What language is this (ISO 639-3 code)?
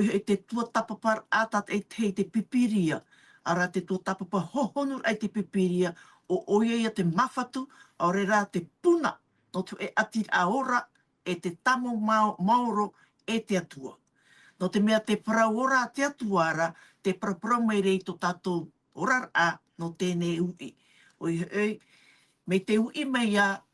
tah